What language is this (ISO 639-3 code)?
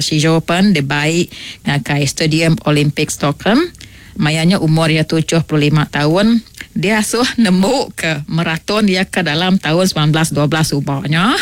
iba